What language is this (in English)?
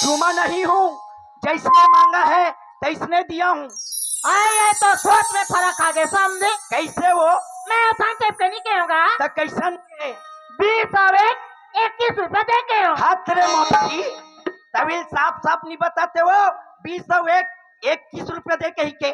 Chhattisgarhi